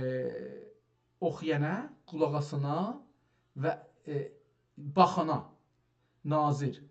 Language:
South Azerbaijani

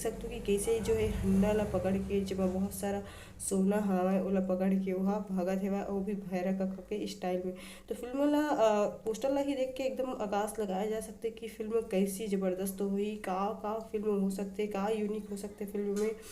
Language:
Chhattisgarhi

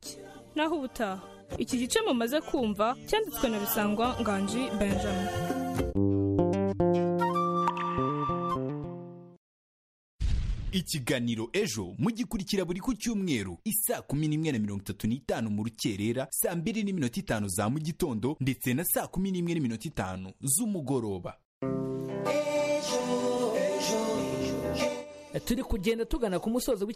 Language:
Kinyarwanda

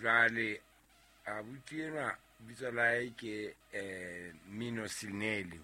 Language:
Southern Sotho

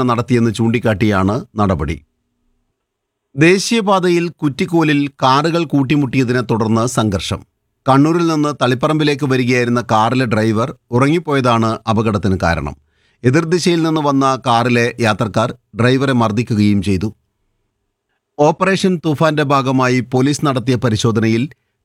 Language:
Malayalam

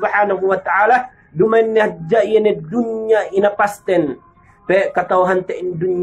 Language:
Yakan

